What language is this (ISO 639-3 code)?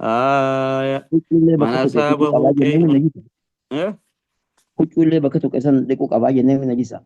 orm